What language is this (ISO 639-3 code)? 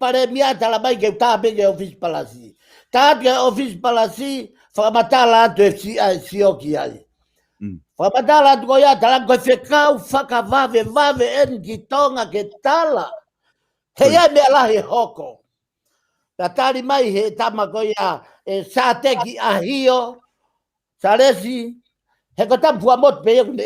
ton